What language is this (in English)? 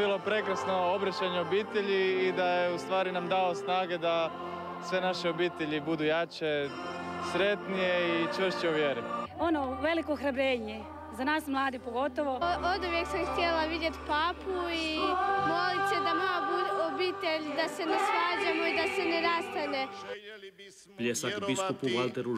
Croatian